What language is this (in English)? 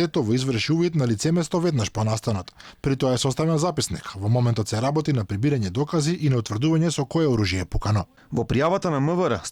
Macedonian